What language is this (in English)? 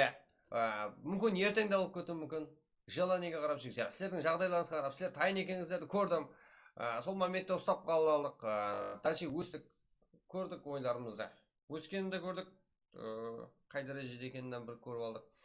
Kara-Kalpak